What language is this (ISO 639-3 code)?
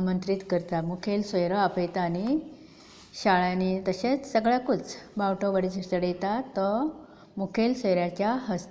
kok